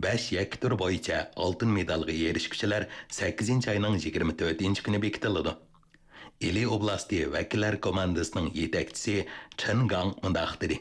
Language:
Uyghur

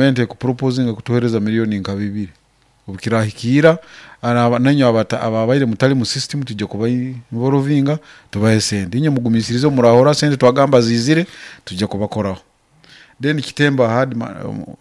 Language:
Nyoro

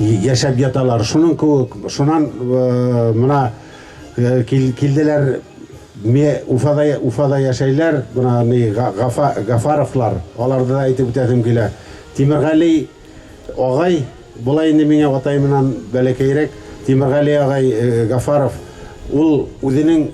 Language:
Bashkir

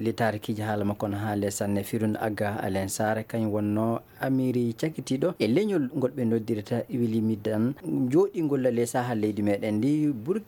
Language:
Fula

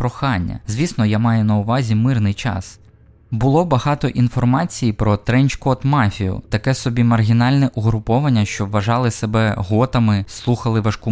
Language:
Ukrainian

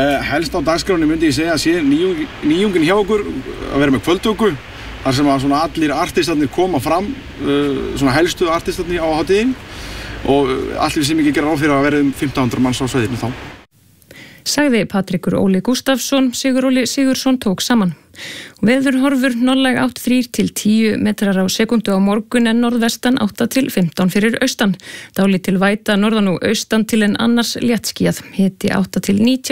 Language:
Icelandic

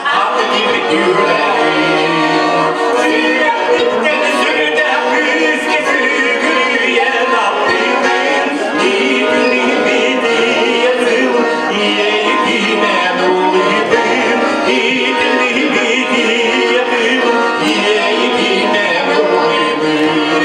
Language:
Yakut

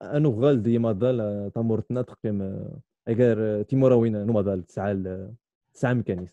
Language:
Kabyle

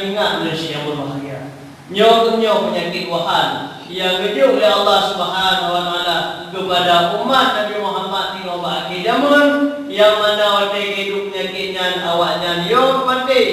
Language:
Achinese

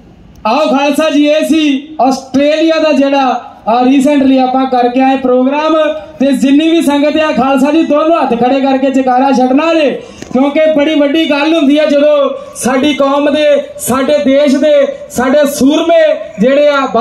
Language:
Punjabi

